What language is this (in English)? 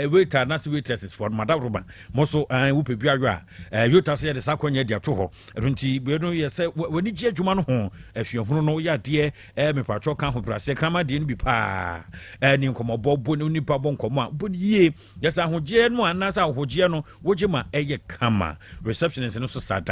Akan